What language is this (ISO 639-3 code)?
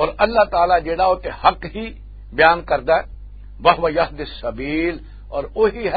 lah